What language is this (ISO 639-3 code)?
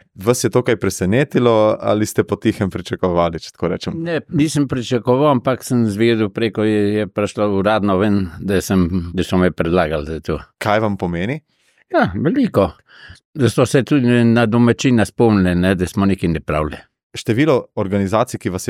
slv